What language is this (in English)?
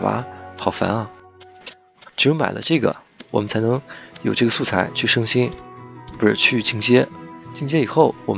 Chinese